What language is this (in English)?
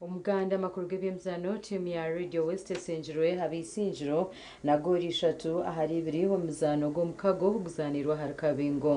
Nyankole